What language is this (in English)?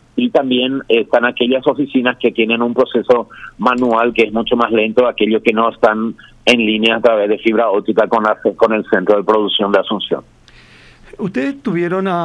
Spanish